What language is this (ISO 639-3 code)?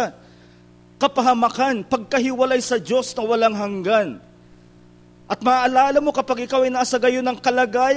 fil